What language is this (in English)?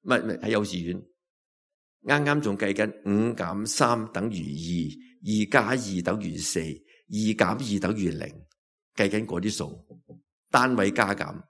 Cantonese